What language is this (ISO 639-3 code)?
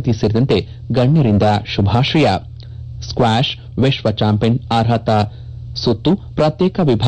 kan